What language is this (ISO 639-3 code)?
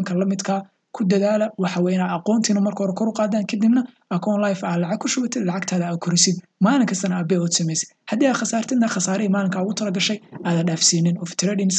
som